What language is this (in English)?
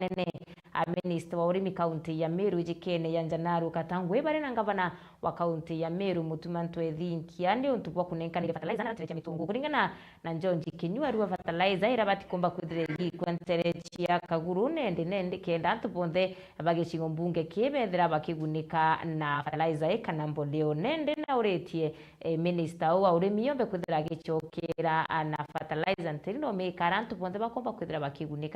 Meru